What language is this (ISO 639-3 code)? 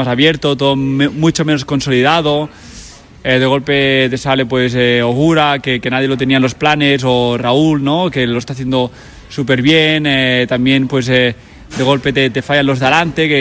spa